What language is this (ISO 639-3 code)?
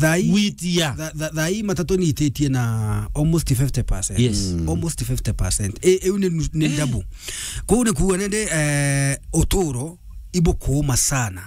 mer